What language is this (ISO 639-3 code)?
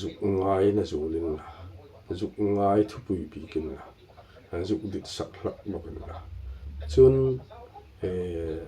hmr